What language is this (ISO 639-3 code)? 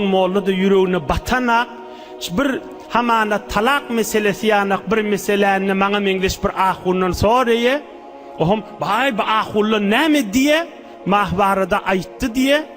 tuk